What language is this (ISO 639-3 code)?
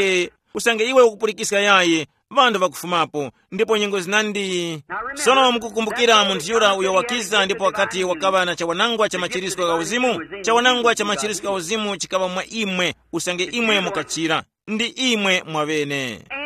tum